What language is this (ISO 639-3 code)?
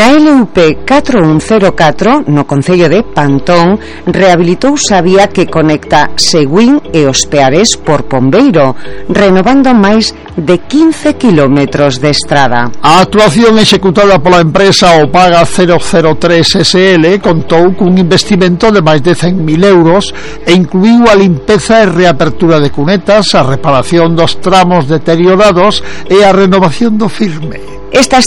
glg